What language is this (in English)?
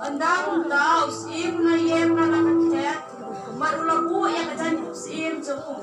Khasi